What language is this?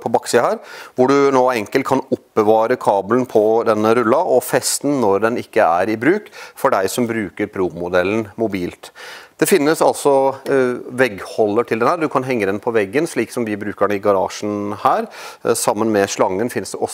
Norwegian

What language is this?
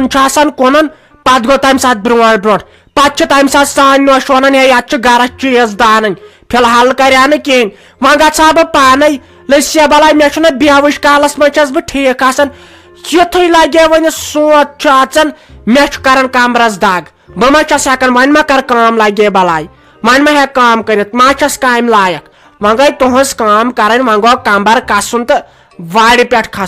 Kashmiri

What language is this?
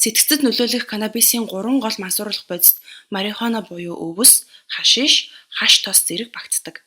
Mongolian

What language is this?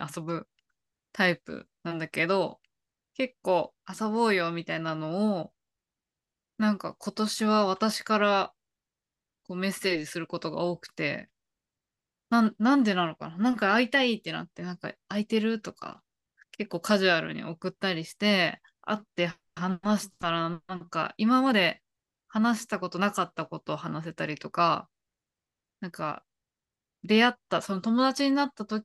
Japanese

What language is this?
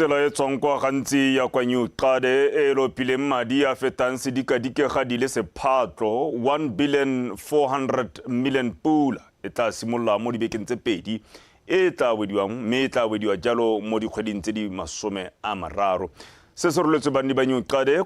Tswana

